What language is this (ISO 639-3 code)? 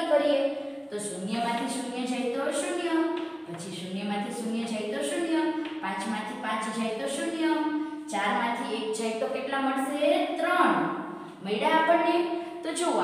guj